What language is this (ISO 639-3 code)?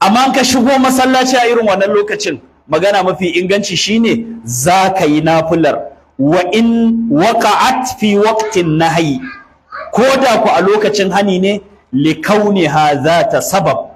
hau